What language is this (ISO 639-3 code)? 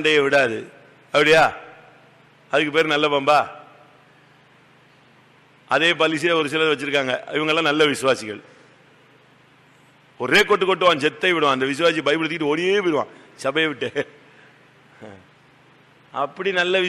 tam